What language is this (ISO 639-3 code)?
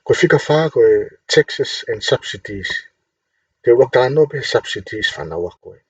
ton